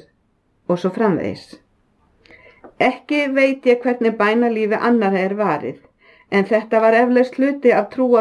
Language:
Icelandic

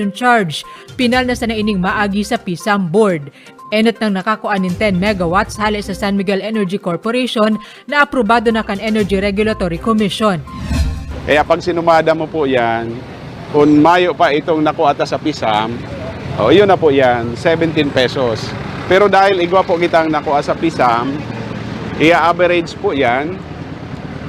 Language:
Bikol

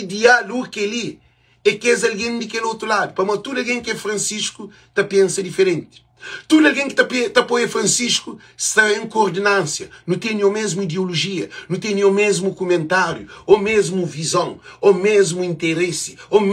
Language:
Kabuverdianu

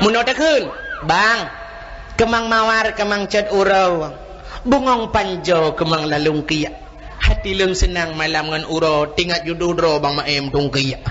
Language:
Achinese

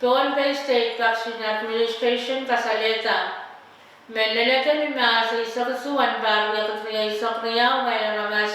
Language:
Pohnpeian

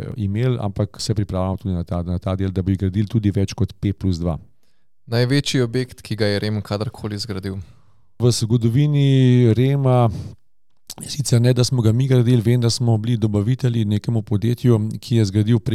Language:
Slovenian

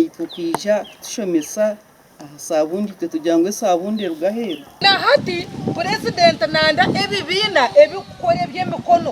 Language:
Nyankole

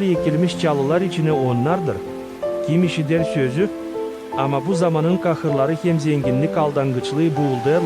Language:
Gagauz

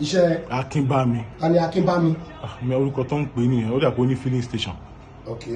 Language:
Yoruba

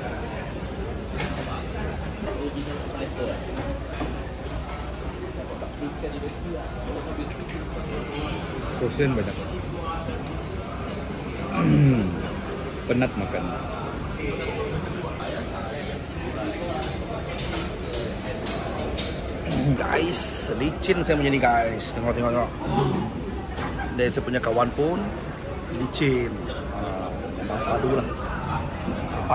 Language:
Malay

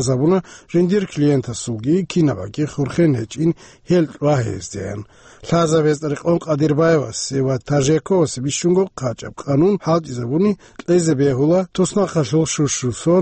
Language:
Avaric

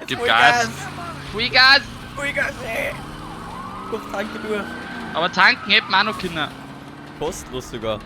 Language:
Bavarian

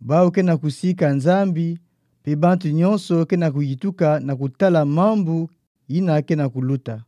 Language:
Kituba (Democratic Republic of Congo)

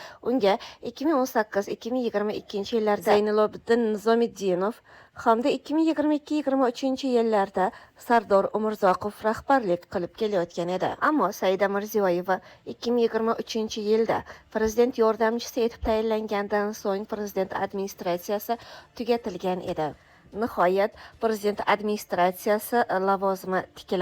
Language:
Uzbek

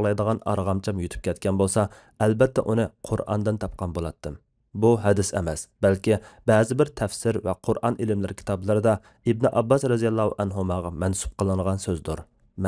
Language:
Uyghur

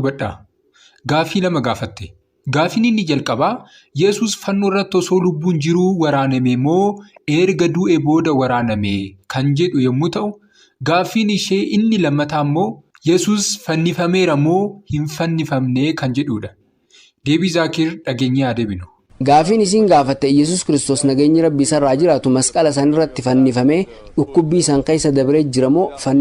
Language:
Oromo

